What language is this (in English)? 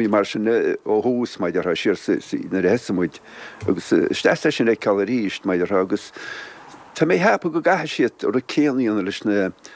Irish